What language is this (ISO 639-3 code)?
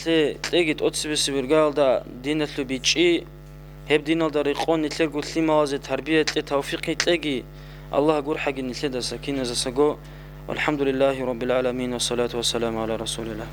ava